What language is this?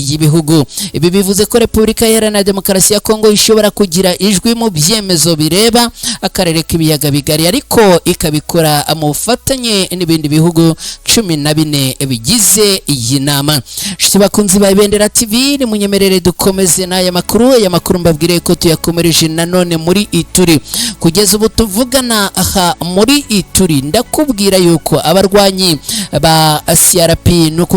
Kinyarwanda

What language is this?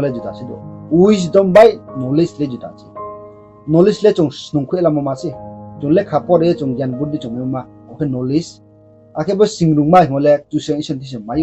Riang (India)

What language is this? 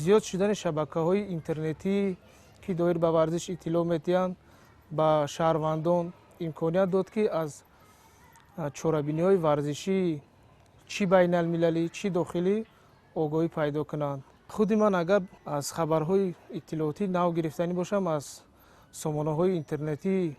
Tajik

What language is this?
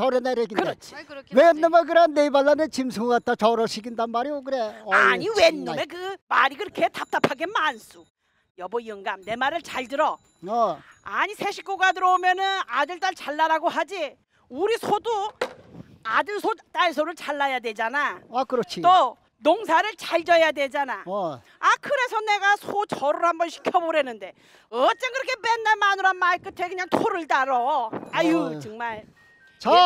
Korean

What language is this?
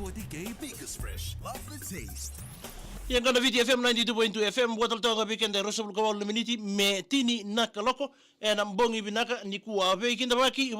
Fijian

